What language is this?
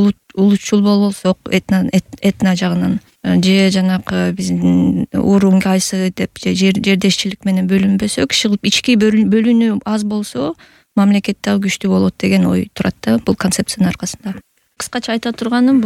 Kyrgyz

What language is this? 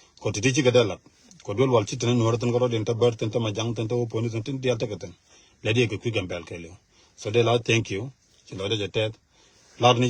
Nuer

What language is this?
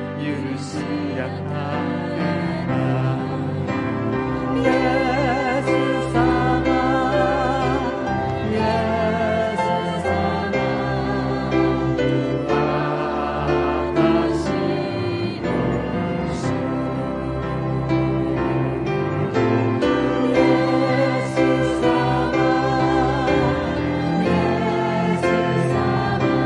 Japanese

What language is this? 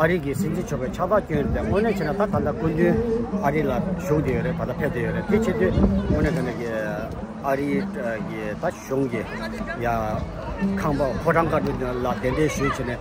Tibetan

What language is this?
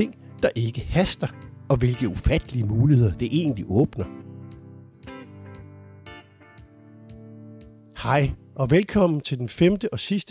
Danish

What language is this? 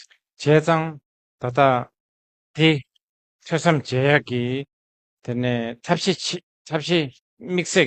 Tibetan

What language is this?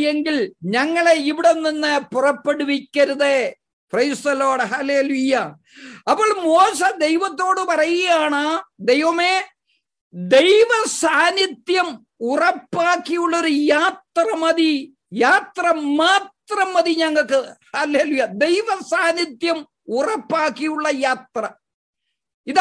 Malayalam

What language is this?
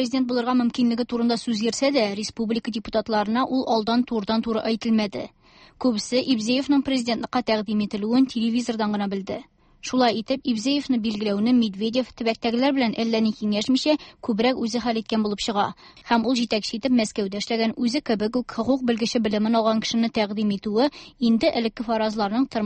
Tatar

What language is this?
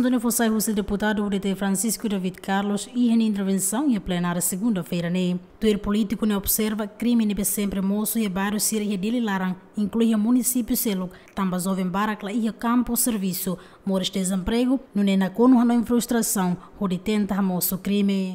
Tetum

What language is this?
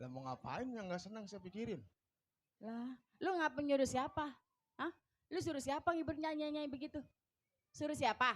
Betawi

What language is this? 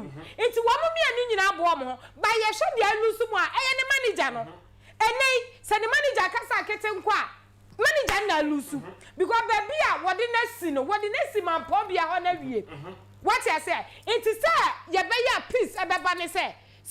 Akan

